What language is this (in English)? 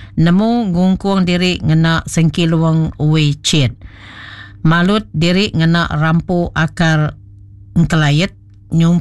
Iban